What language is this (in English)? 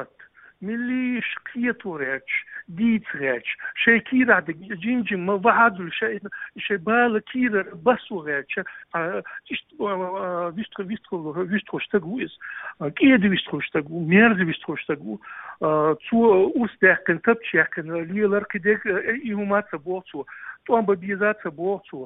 Chechen